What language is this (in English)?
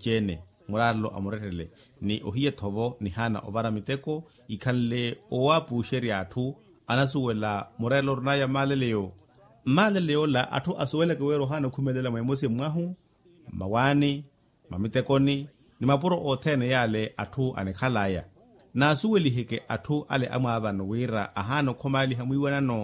Makhuwa